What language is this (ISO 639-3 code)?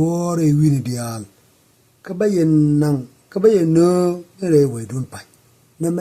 nus